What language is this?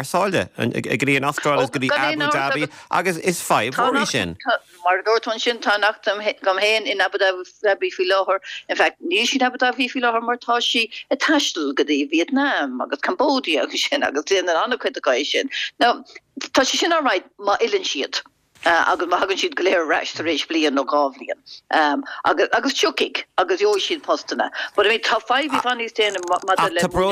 Irish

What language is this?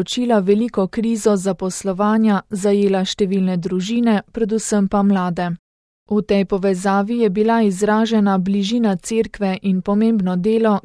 Slovenian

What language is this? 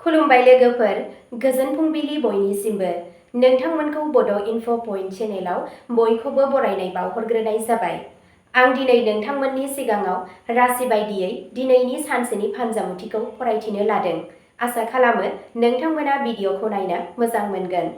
Bodo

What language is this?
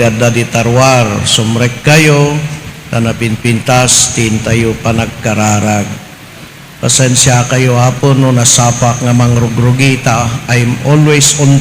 Iloko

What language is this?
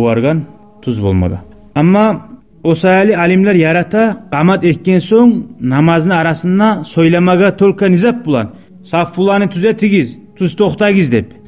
Kumyk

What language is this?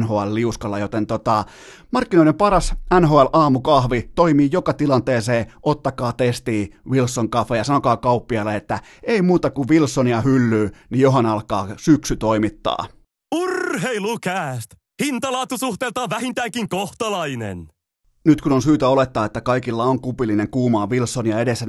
Finnish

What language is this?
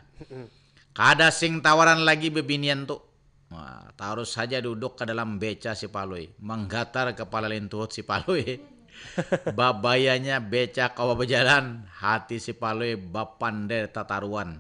Banjar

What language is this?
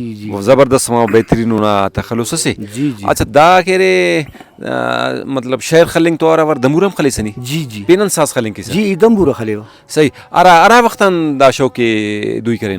Brahui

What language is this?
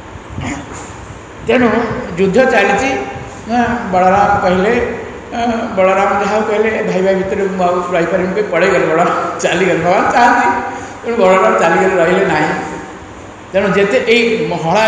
Odia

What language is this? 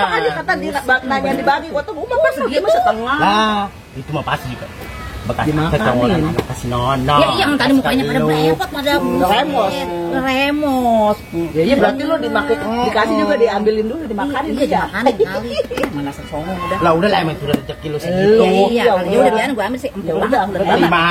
Betawi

